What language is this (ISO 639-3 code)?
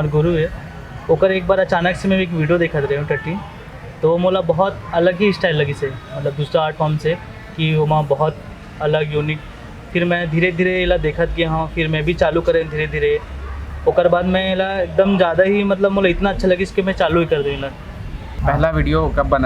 hne